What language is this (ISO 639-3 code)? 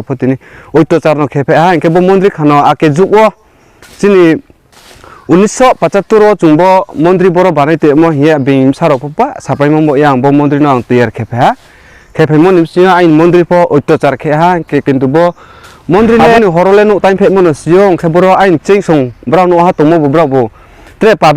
ria